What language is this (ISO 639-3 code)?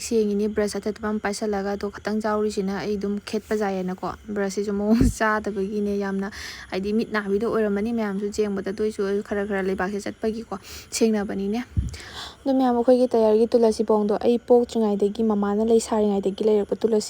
mni